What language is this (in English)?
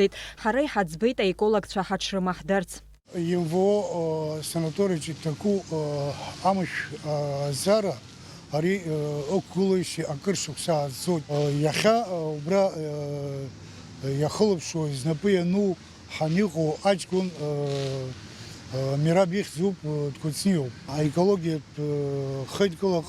Abkhazian